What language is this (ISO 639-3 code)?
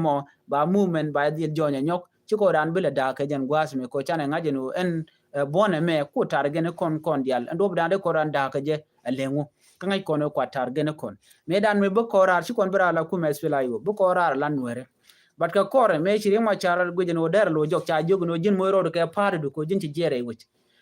nus